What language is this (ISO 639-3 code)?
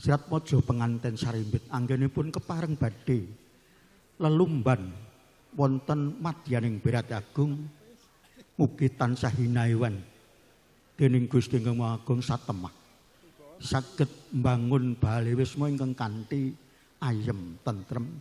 jav